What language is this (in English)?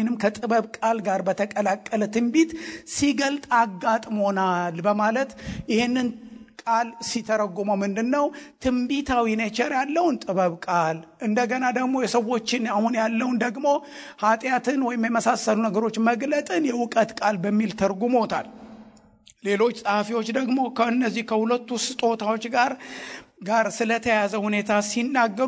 Amharic